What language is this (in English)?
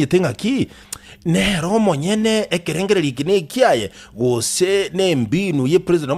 Gusii